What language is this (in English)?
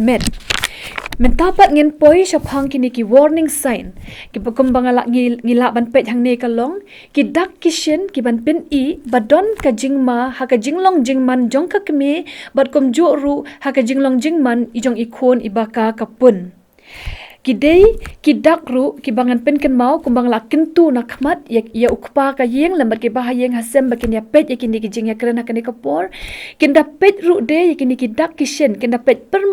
Khasi